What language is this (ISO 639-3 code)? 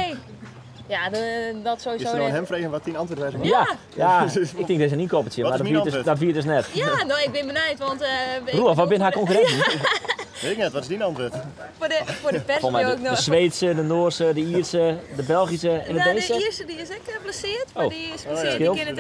fry